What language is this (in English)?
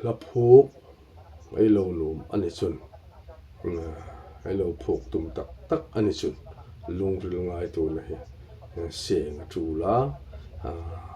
Hmar